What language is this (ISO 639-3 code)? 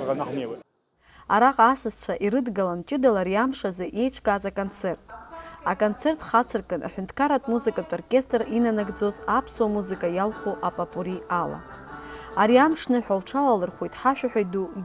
abk